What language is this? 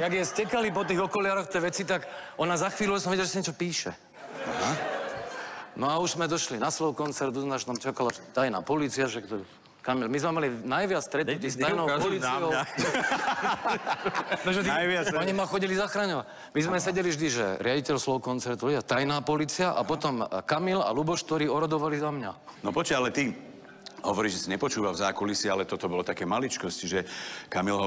Slovak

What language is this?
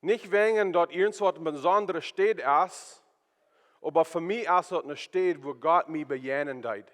Plautdietsch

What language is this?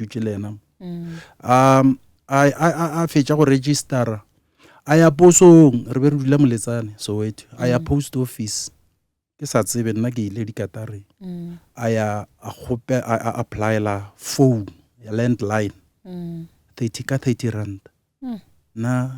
Northern Sotho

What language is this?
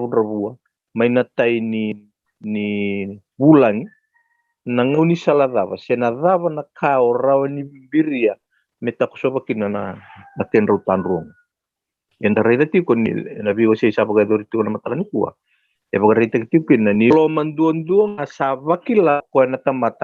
Fijian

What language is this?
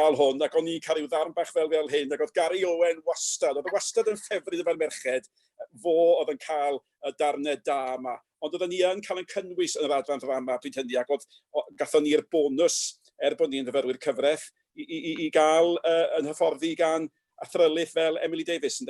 Welsh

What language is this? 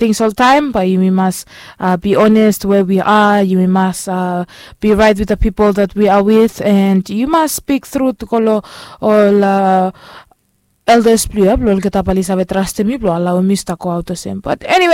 Bislama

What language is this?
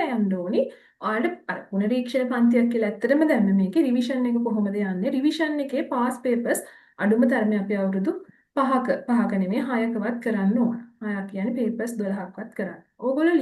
Sinhala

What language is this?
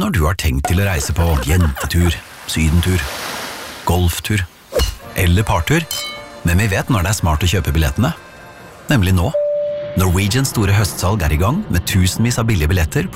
Norwegian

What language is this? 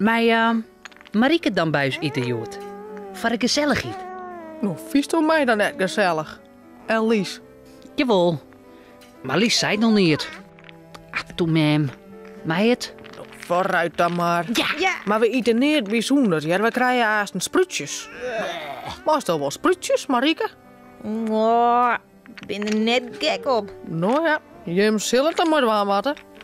Western Frisian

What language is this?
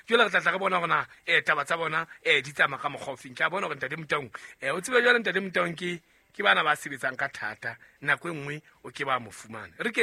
Southern Sotho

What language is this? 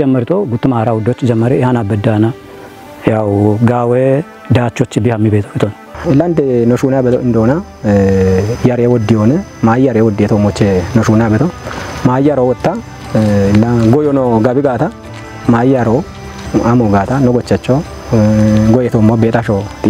Kafa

